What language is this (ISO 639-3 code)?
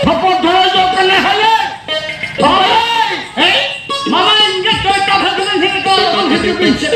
sat